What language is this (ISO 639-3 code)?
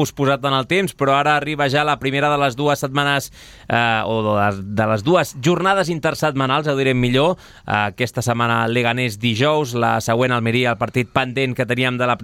cat